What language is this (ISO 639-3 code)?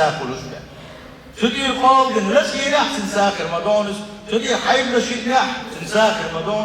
che